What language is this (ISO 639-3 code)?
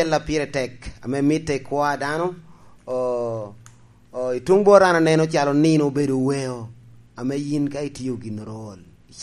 laj